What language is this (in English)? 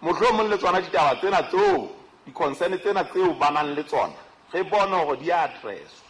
Southern Sotho